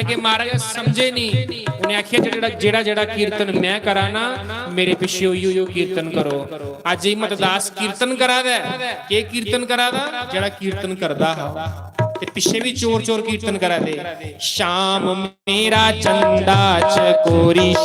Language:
Dogri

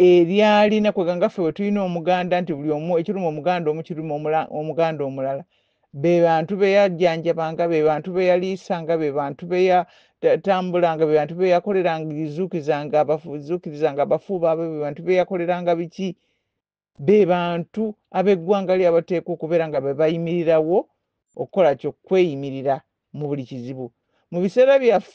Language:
Ganda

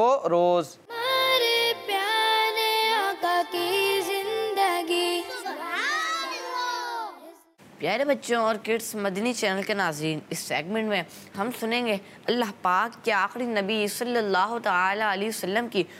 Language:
Hindi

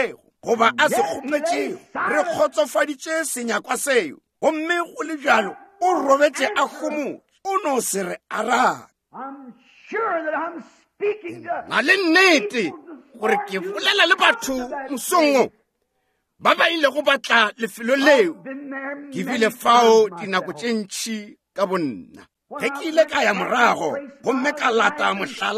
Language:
Northern Sotho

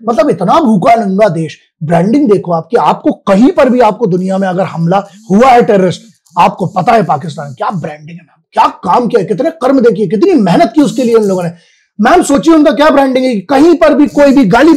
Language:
Hindi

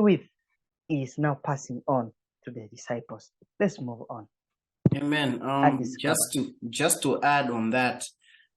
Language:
English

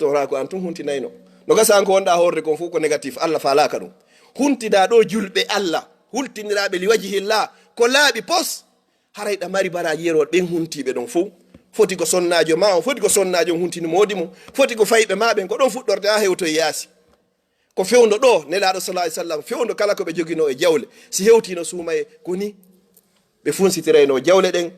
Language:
Fula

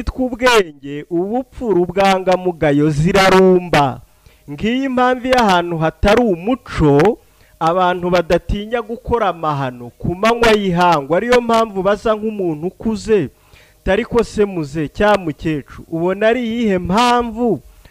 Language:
Kinyarwanda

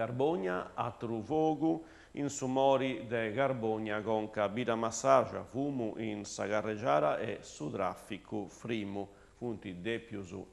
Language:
Sardinian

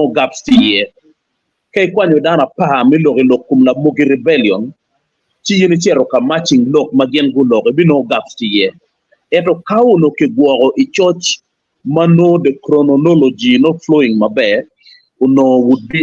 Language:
Acoli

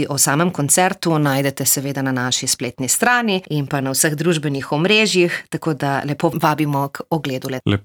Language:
Slovenian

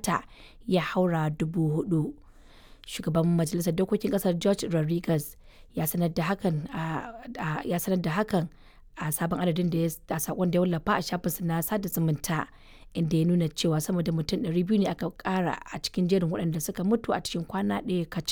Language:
Hausa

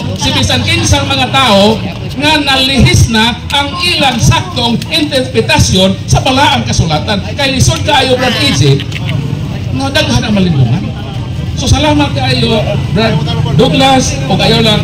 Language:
Cebuano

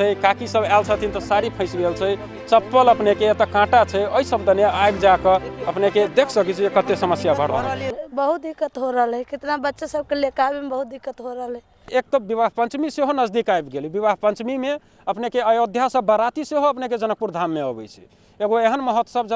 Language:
Maithili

